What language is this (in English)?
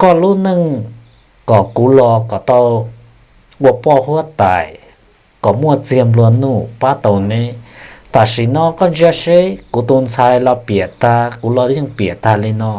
Hmong